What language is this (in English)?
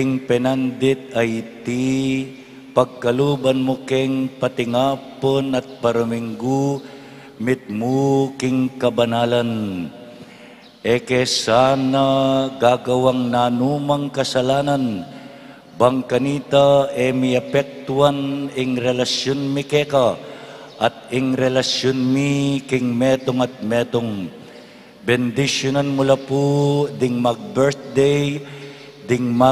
Pampanga